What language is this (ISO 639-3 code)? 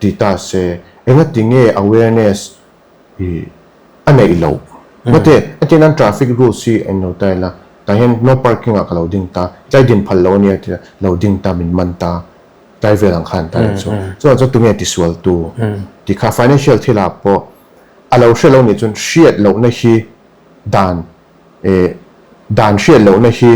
lus